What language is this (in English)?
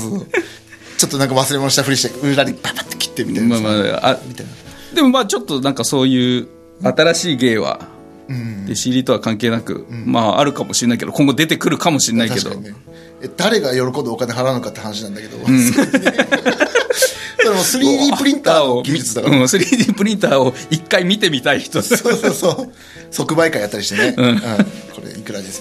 Japanese